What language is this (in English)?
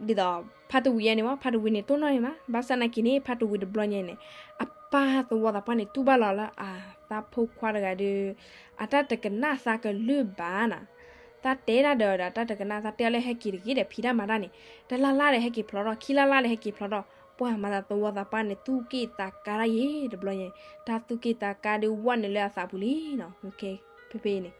S'gaw Karen